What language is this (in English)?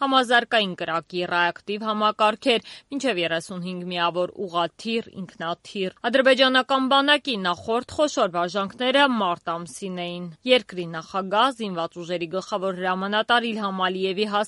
Armenian